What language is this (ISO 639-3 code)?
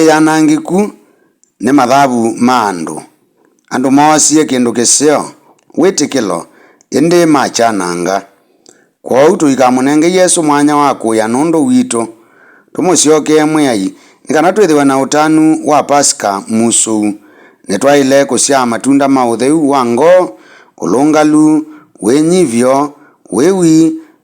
kam